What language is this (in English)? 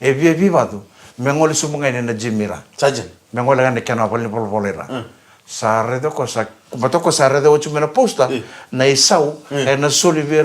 Fijian